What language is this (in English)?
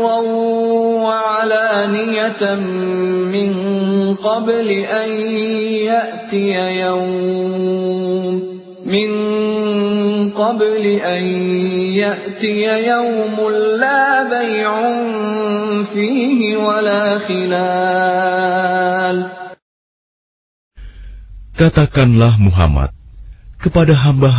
Indonesian